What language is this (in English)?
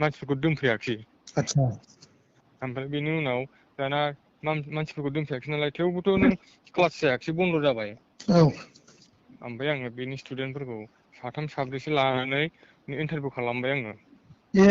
Bodo